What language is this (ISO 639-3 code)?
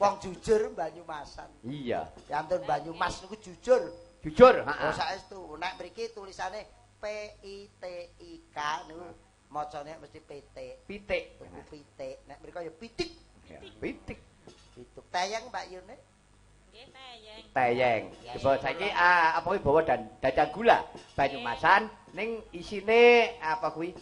jav